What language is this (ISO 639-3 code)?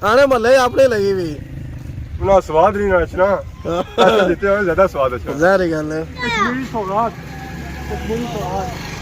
phr